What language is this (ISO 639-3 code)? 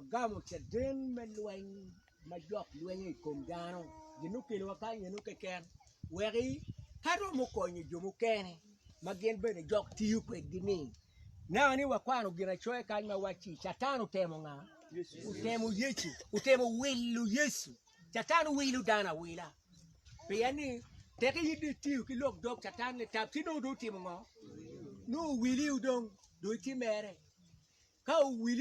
ach